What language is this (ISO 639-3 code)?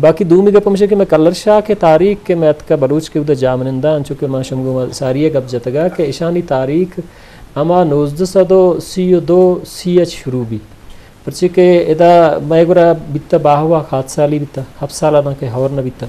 bgp